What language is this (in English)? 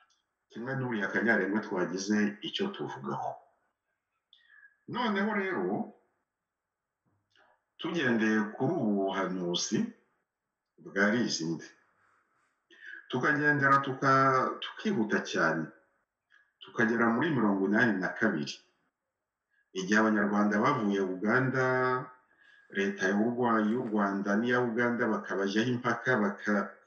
Kinyarwanda